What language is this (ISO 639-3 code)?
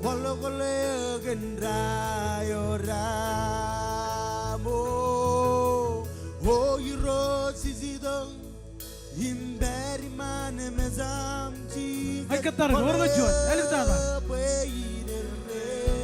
mah